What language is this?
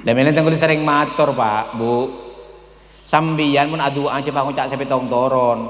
Madurese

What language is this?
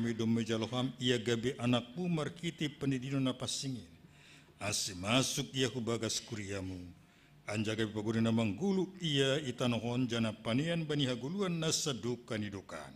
Batak Simalungun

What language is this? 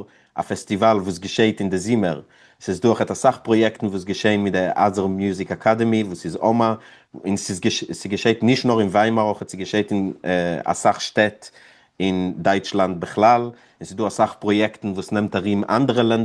Yiddish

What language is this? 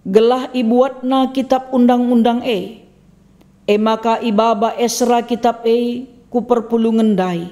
Batak Karo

